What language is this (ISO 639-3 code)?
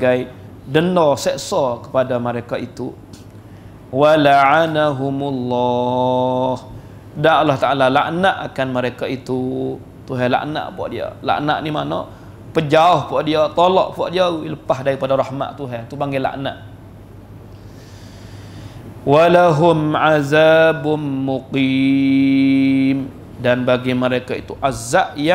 msa